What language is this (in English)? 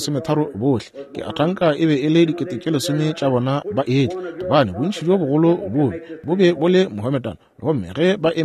Northern Sotho